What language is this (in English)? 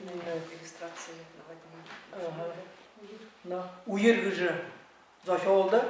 Buriat